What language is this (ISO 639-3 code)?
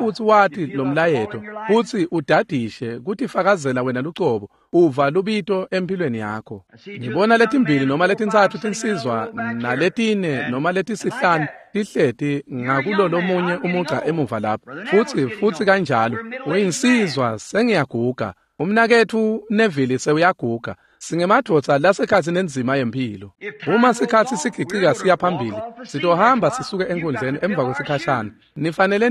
ssw